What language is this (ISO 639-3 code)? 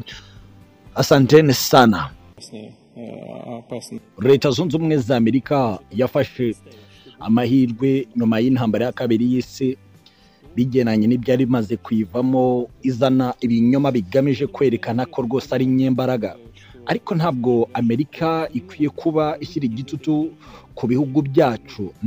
kin